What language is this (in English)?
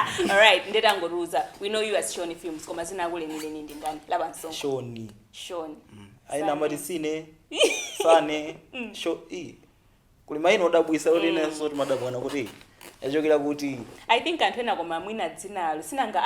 Nyanja